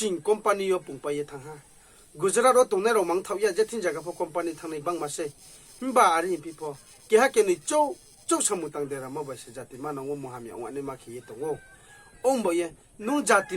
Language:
Riang (India)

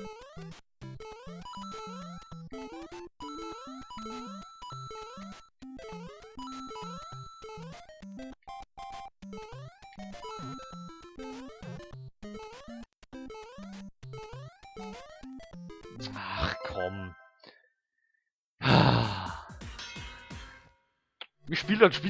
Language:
German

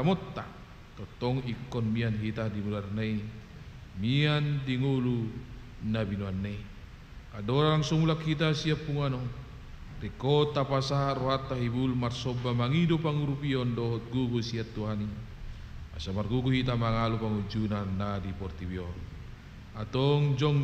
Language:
Batak Toba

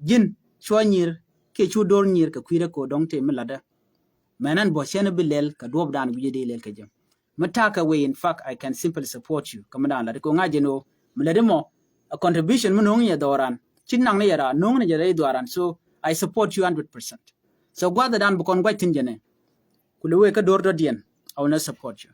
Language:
Nuer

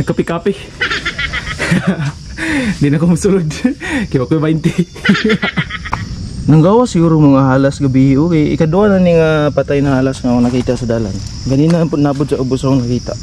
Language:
Cebuano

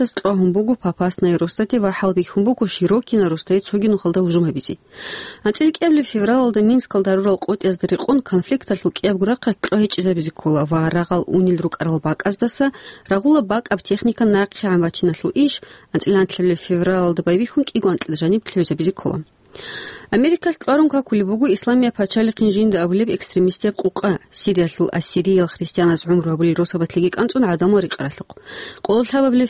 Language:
Avaric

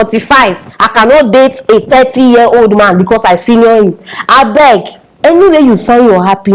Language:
Nigerian Pidgin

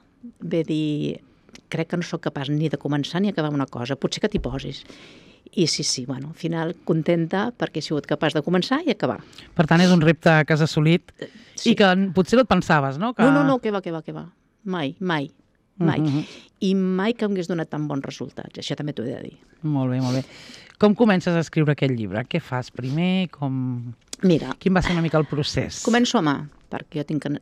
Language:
Catalan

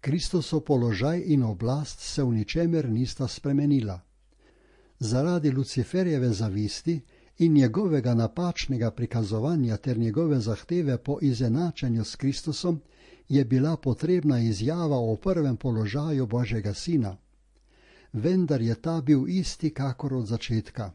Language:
Slovenian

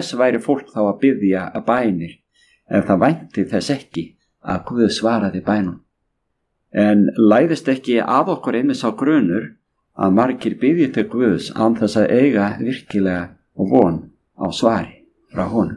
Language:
Icelandic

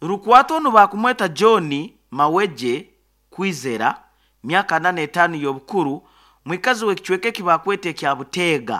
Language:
Nyoro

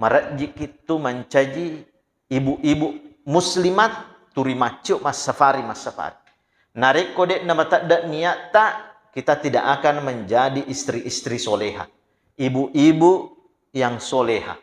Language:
Buginese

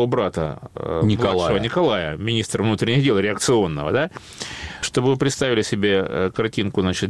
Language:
Russian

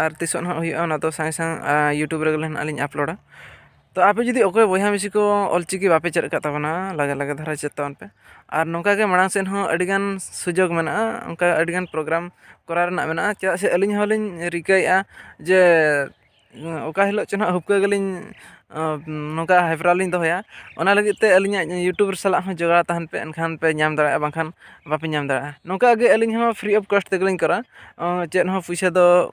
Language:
Santali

